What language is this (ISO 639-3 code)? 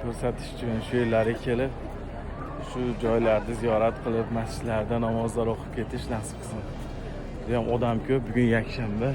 uzb